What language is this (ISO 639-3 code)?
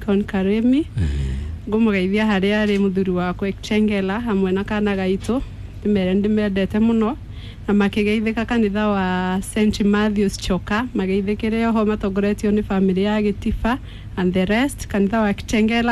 kik